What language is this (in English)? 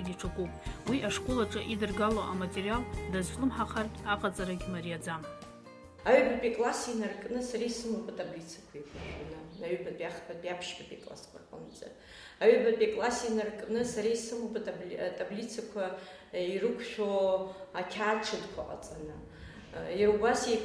Abkhazian